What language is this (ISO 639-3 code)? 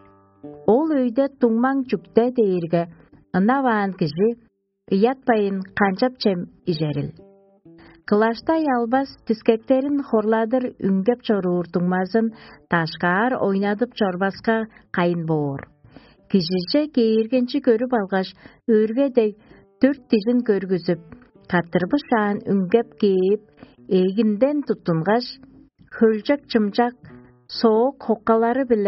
tyv